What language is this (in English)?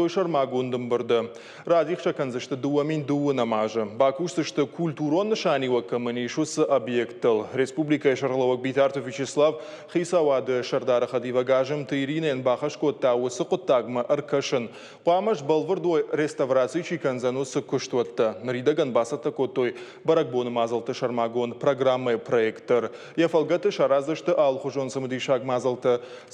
Ossetic